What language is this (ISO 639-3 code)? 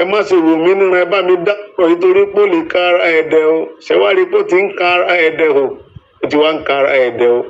yor